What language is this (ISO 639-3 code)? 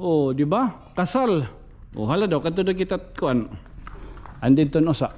war